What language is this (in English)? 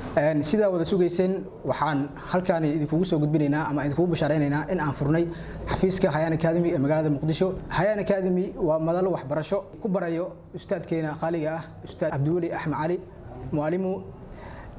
Somali